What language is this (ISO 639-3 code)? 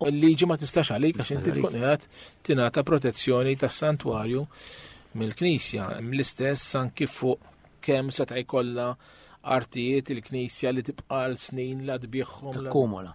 mlt